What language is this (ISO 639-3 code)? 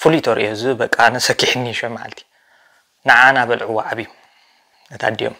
tir